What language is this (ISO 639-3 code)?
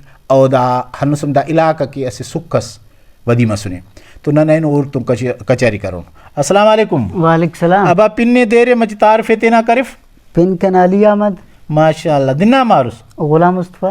brh